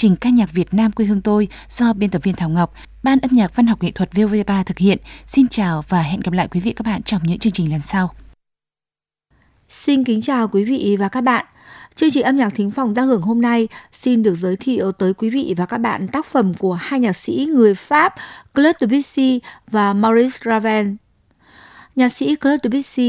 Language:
Vietnamese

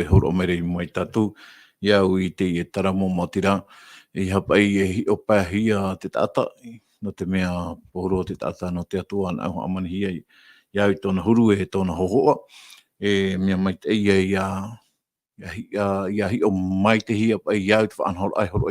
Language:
Tahitian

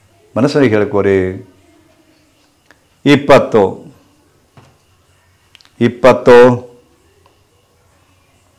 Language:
Kannada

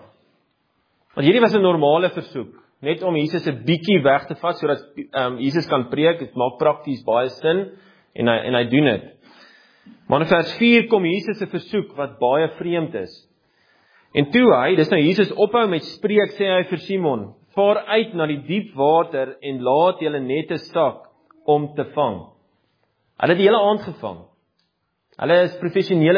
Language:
Afrikaans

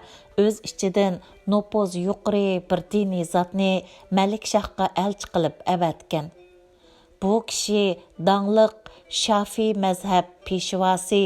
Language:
Uyghur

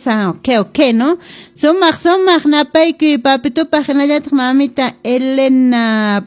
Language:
Quechua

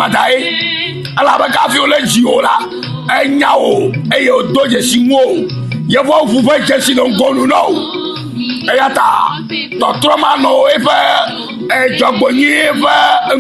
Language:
Ewe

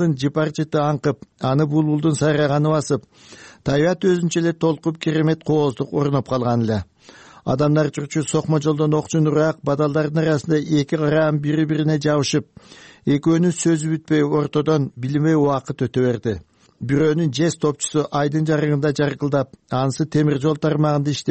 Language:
Kyrgyz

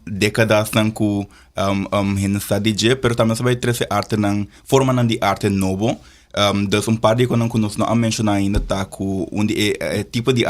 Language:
Papiamento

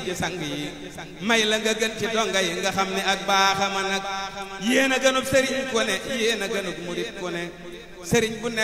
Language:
Wolof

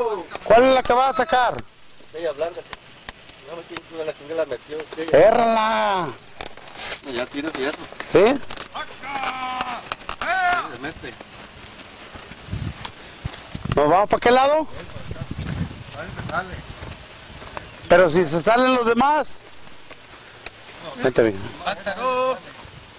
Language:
Spanish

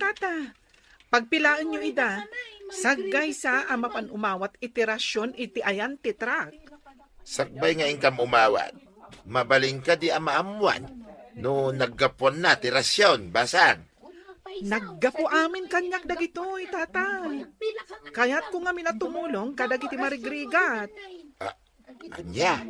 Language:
Iloko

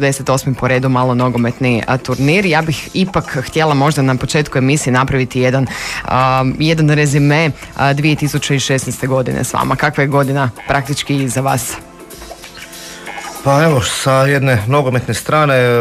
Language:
Croatian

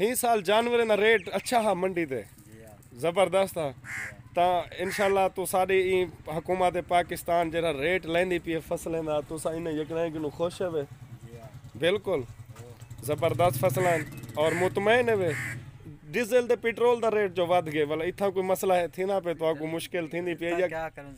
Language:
Saraiki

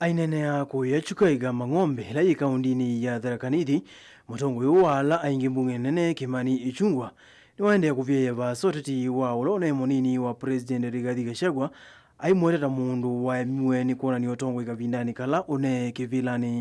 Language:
Kamba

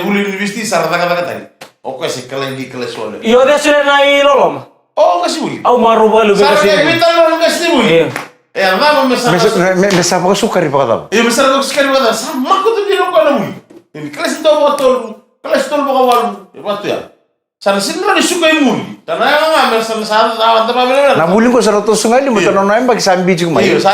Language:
Fijian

